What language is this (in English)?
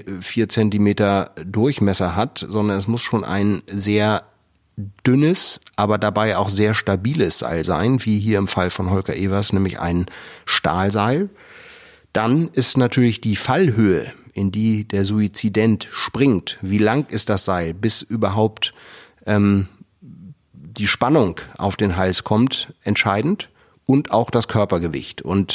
German